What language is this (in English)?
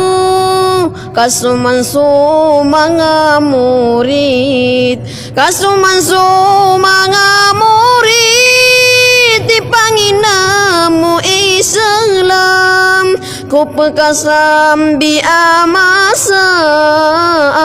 Maranao